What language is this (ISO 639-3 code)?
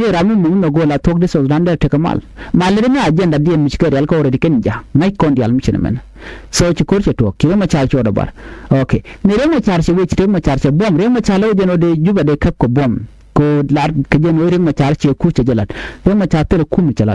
nus